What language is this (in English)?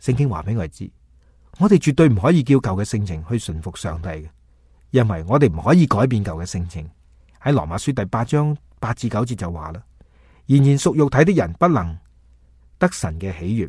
Cantonese